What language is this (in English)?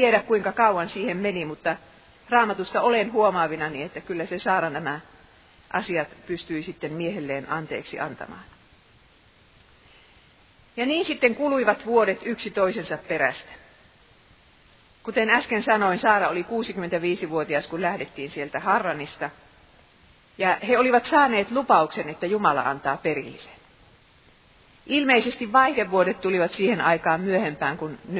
Finnish